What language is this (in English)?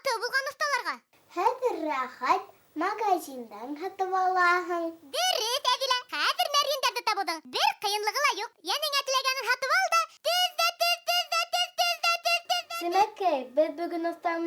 Bashkir